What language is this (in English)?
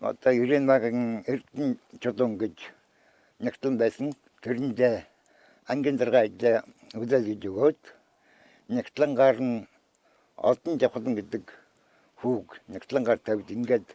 Mongolian